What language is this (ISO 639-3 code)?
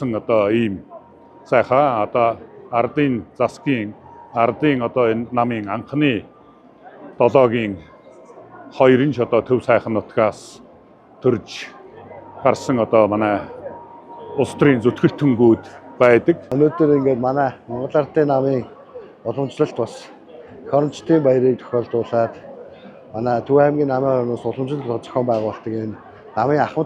mon